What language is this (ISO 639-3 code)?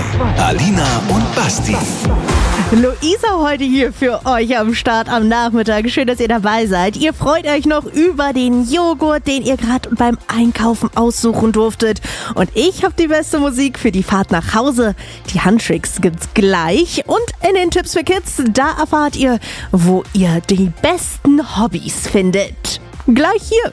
deu